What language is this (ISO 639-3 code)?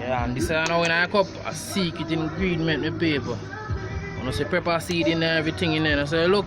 jam